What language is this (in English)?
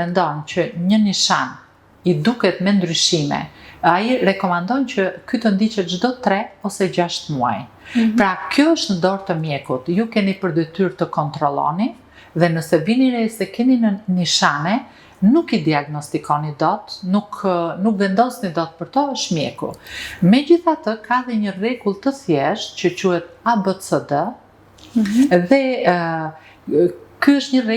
Albanian